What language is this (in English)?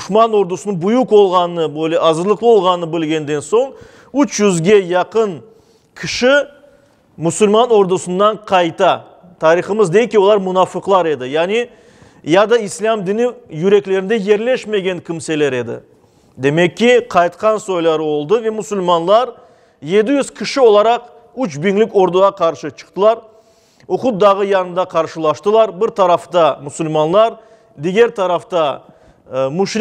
Crimean Tatar